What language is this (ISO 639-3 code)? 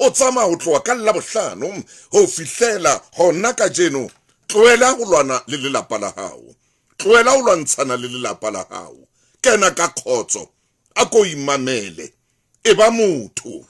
sot